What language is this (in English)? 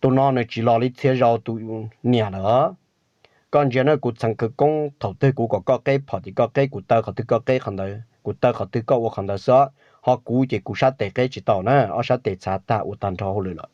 Hmong